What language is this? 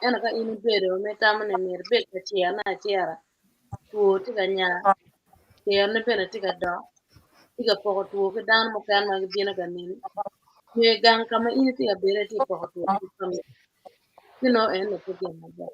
Acoli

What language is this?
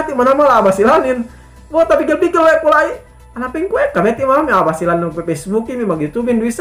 Yakan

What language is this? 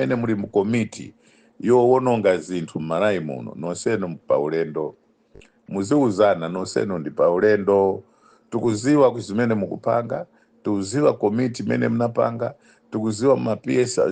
Nyanja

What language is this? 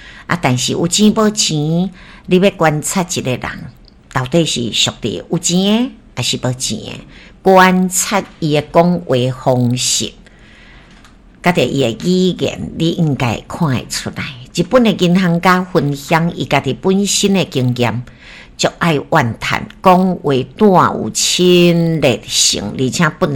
Min Nan Chinese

